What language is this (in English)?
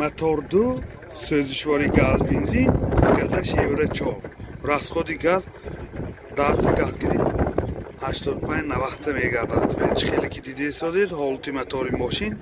Tajik